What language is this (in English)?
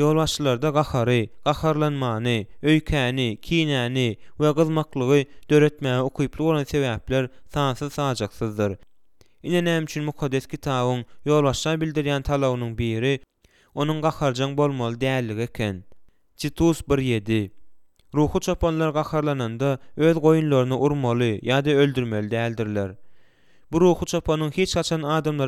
Turkmen